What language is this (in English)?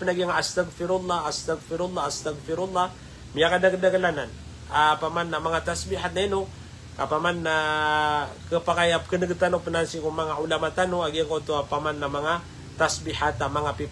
Maranao